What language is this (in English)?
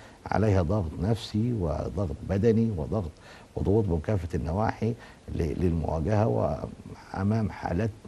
Arabic